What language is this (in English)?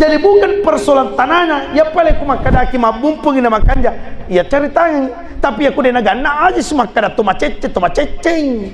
Buginese